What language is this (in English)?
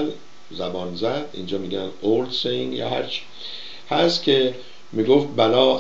Persian